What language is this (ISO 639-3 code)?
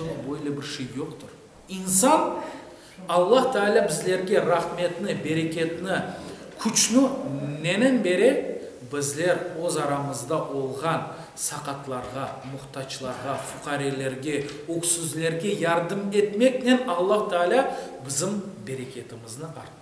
crh